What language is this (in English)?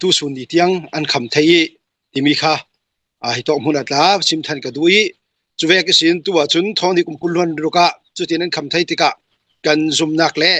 Hakha Chin